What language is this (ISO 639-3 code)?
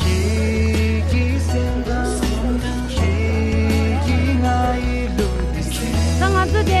bod